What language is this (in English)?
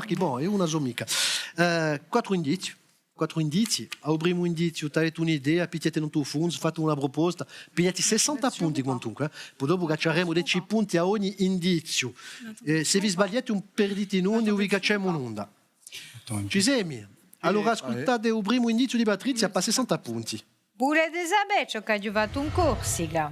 Corsican